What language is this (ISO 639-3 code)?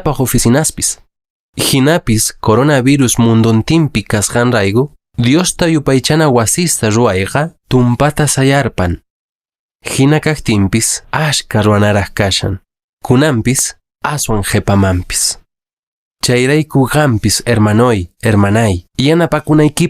que